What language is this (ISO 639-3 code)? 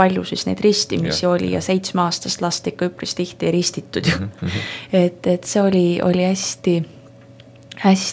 est